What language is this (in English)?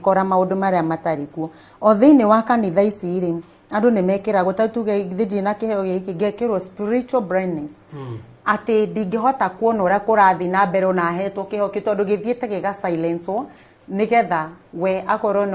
Kikuyu